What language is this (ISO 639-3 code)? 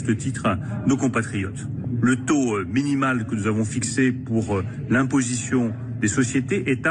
fra